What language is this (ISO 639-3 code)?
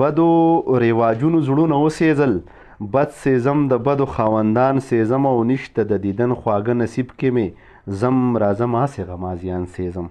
pus